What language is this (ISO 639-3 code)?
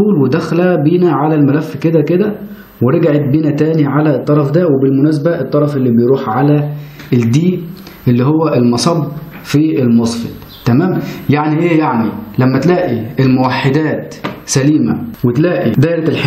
arz